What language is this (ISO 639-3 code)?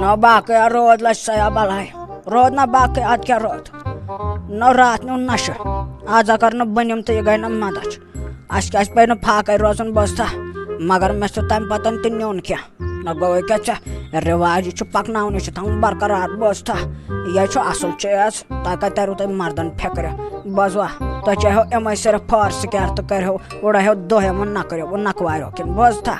kas